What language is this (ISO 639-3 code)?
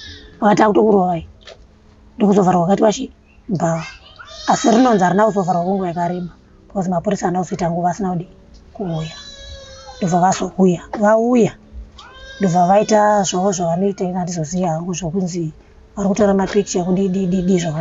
sna